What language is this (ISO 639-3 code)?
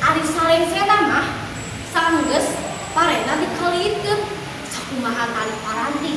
sun